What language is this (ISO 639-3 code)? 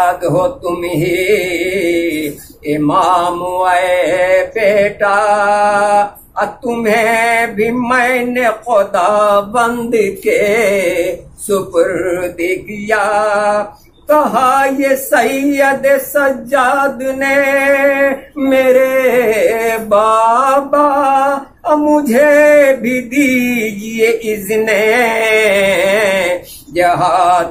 urd